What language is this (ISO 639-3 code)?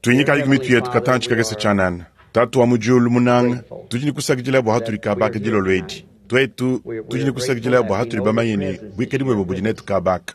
lua